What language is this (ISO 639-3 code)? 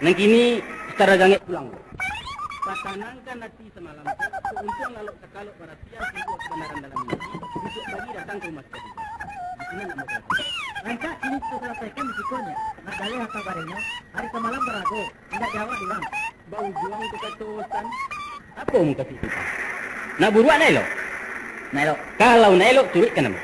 min